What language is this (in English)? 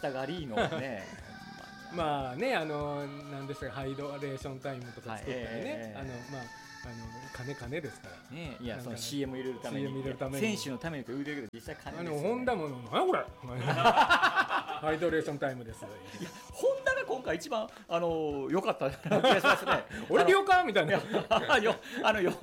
Japanese